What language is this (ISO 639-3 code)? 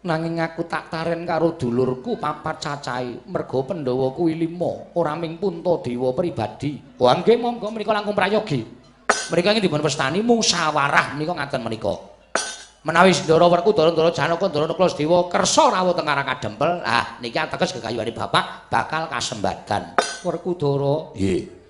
jav